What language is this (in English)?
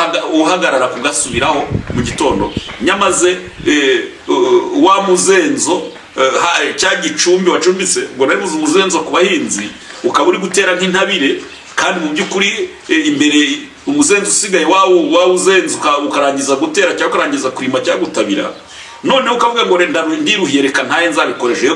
Kinyarwanda